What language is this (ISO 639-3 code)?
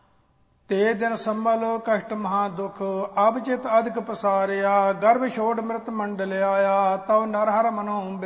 pan